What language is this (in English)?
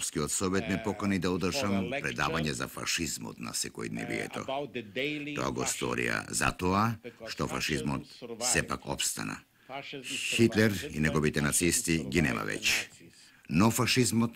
Macedonian